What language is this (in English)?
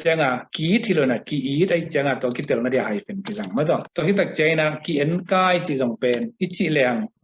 Tedim Chin